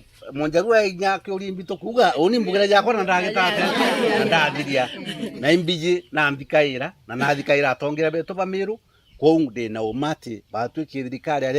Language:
Meru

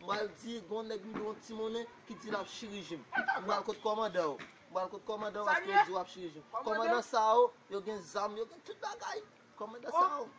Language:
Haitian Creole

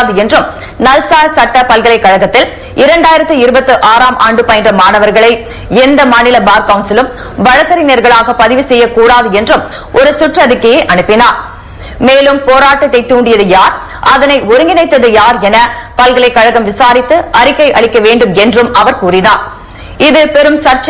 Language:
Tamil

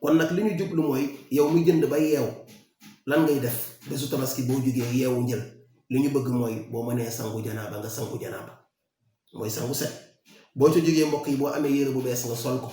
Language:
Wolof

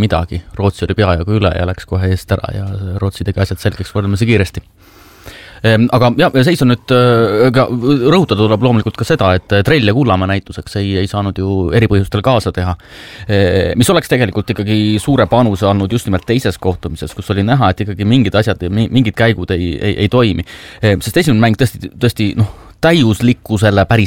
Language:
Estonian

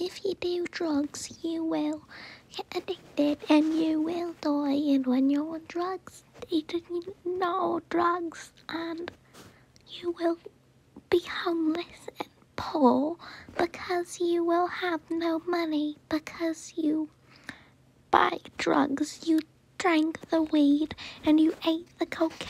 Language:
English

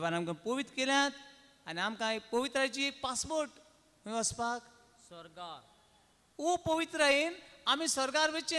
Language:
Konkani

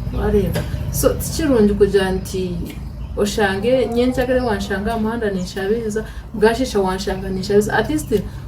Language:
Nyankole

